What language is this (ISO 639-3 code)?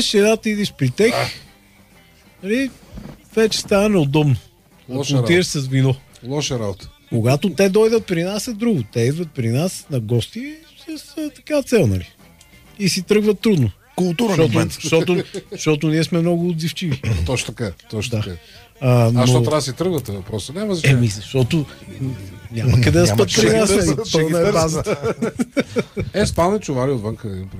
bul